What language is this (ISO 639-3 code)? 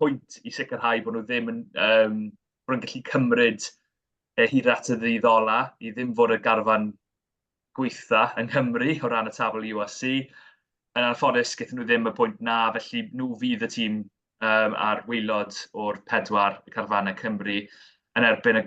cym